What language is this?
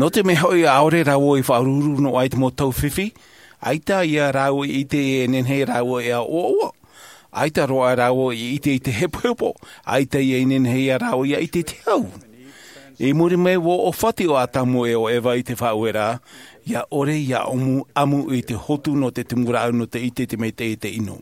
Tahitian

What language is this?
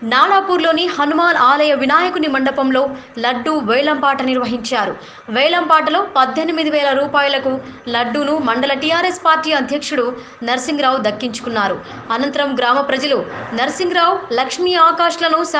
Telugu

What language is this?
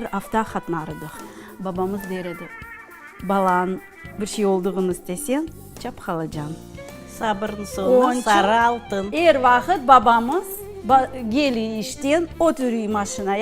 Crimean Tatar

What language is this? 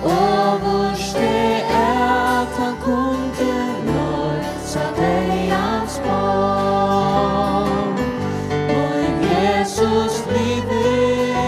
Faroese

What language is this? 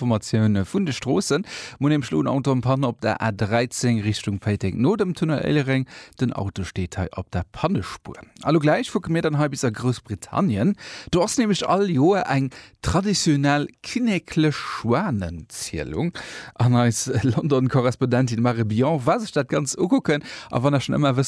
Luxembourgish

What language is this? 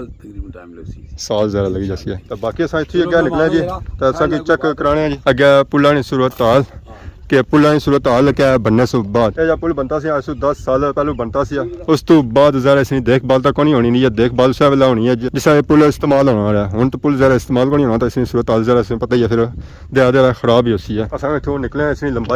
Pahari-Potwari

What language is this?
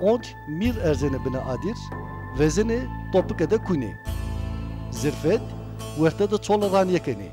Zaza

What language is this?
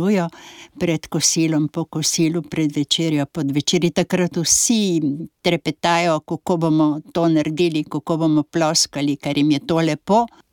Slovenian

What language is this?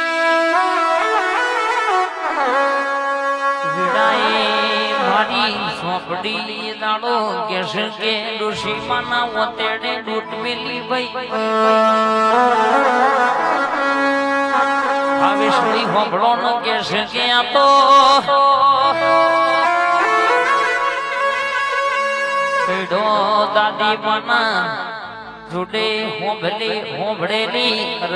Gujarati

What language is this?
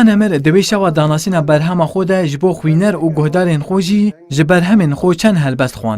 Kurdish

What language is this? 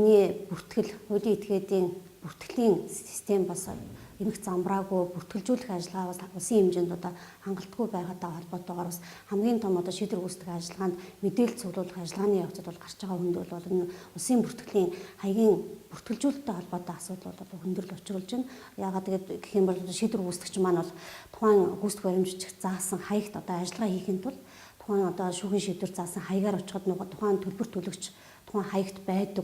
Mongolian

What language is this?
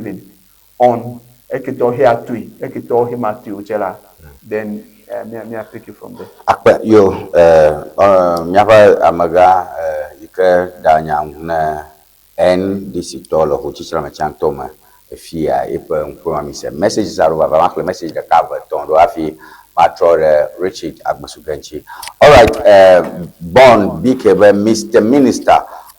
Ewe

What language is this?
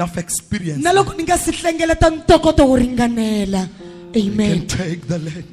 Tsonga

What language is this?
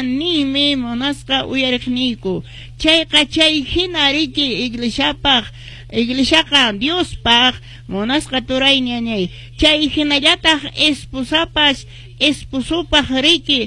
Quechua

